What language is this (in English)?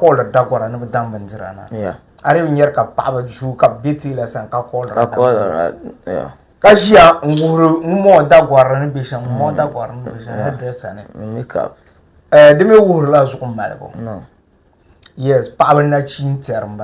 Dagbani